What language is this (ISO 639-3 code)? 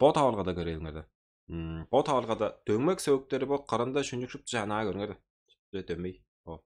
tyv